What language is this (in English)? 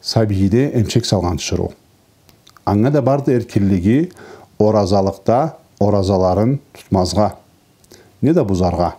Karachay-Balkar